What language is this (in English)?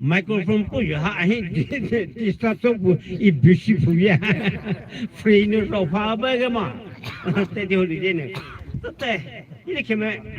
Poumei Naga